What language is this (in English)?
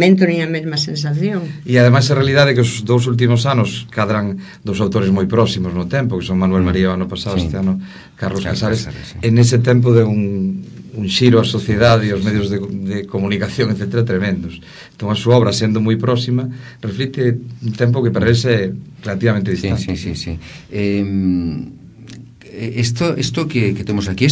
Galician